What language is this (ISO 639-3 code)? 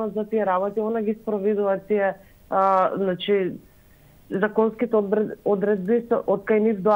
mkd